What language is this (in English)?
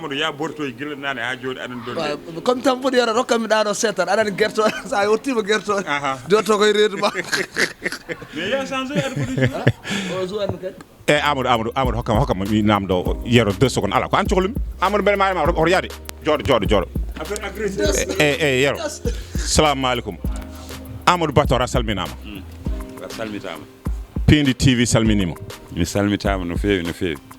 Fula